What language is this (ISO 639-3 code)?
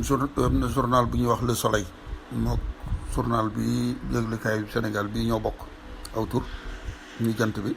wol